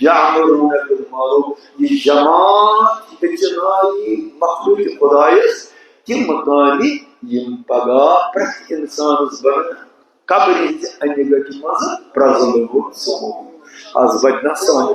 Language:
Kashmiri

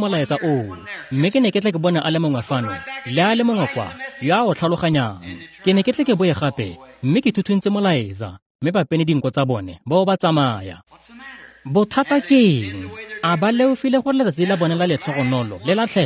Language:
Tswana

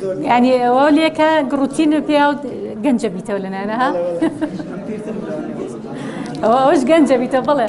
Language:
Central Kurdish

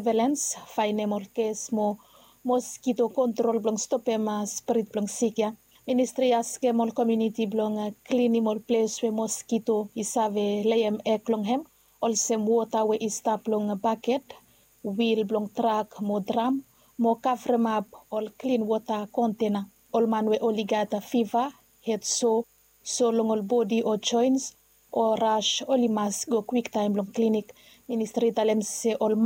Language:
Bislama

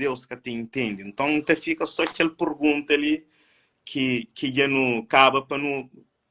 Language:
Kabuverdianu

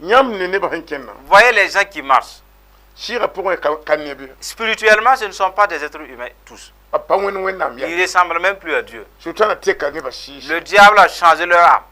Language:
Mossi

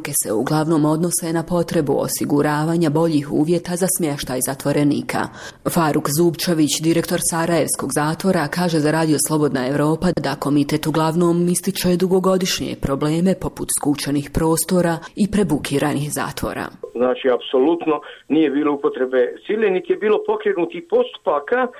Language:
Bosnian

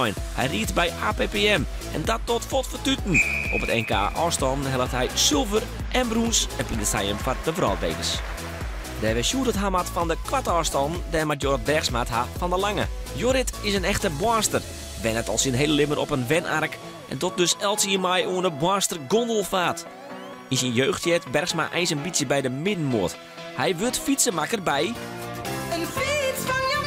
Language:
Western Frisian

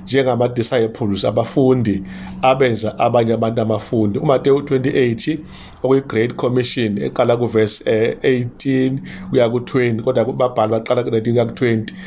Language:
Zulu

